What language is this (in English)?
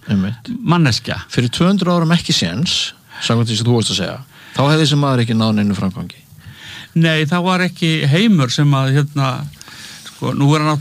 Icelandic